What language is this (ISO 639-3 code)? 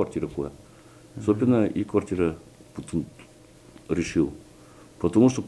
udm